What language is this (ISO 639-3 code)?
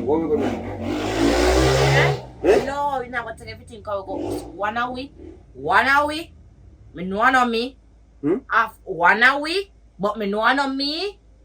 jam